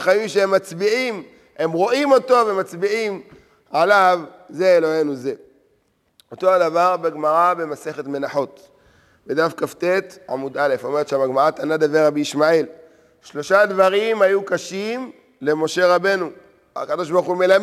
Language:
Hebrew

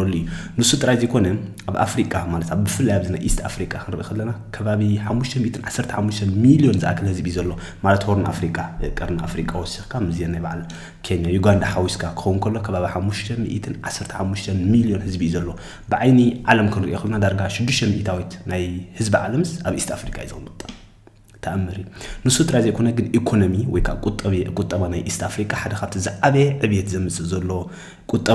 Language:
Tigrinya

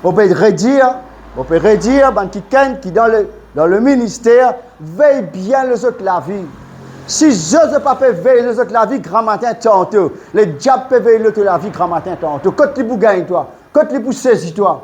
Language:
Morisyen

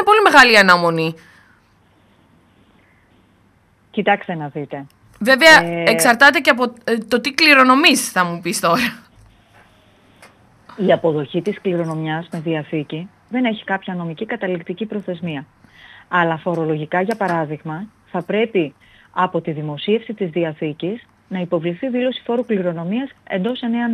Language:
Greek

